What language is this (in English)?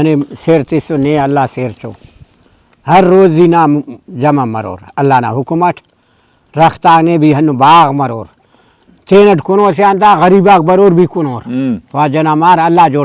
Brahui